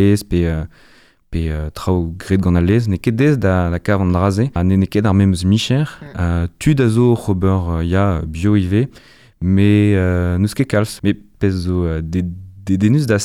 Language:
Breton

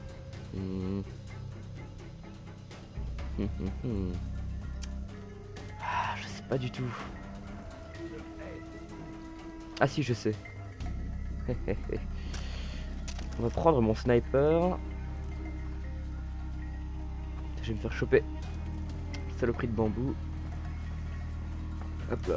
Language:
French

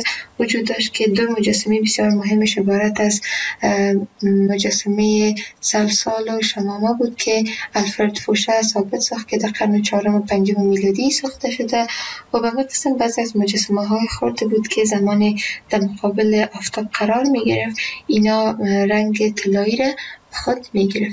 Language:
Persian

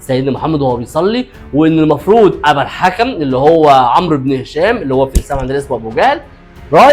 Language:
Egyptian Arabic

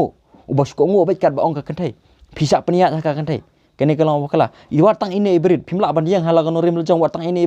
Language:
Khasi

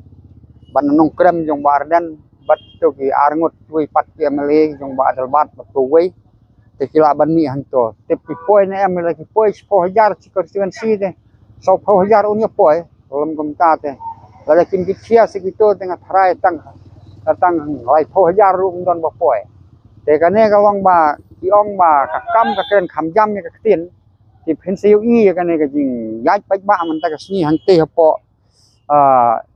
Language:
Khasi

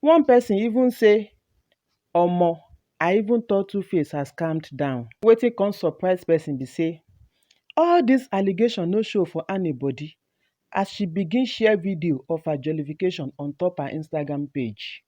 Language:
Nigerian Pidgin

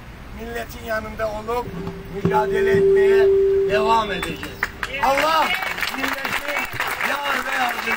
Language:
Turkish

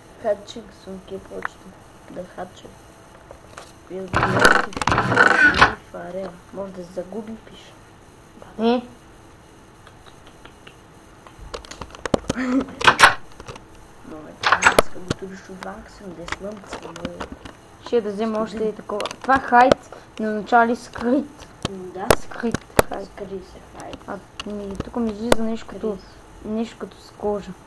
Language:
Bulgarian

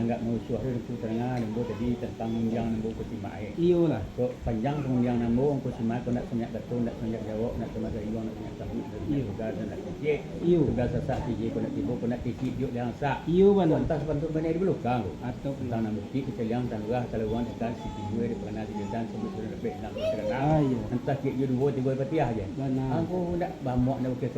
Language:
Minangkabau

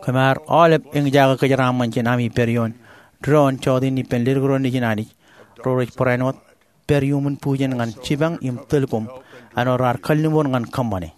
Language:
Marshallese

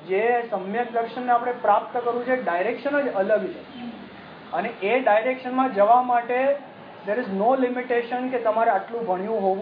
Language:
Gujarati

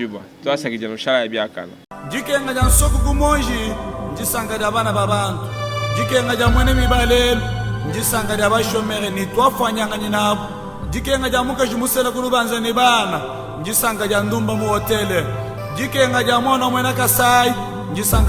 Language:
Luba-Lulua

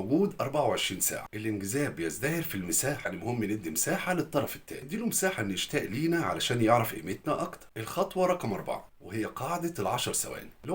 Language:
Egyptian Arabic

